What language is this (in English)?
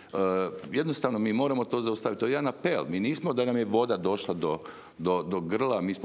Croatian